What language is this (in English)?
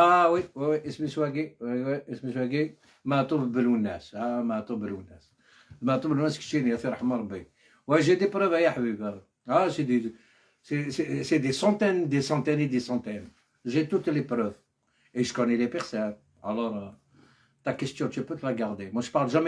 Algerian Arabic